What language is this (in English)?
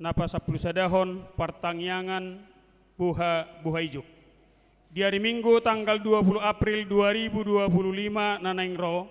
Batak Toba